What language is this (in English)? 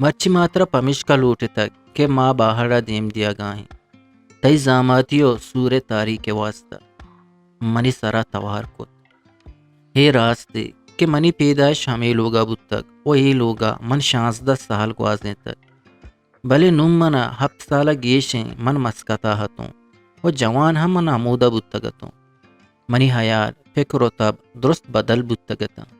Eastern Balochi